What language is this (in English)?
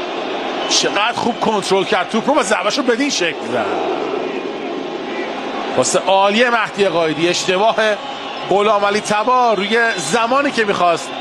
Persian